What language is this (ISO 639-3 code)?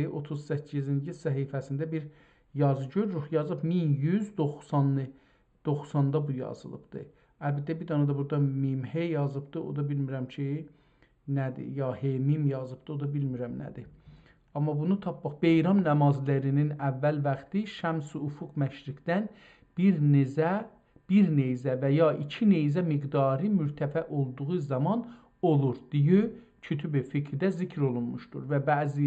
azb